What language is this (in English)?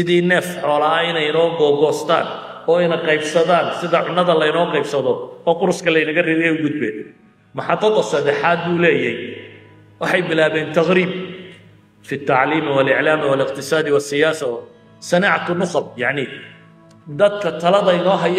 Somali